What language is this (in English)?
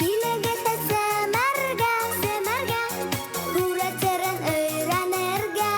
Bashkir